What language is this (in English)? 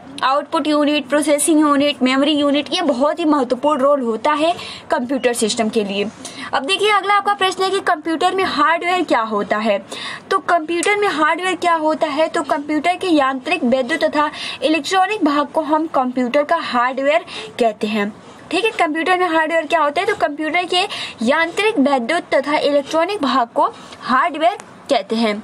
Hindi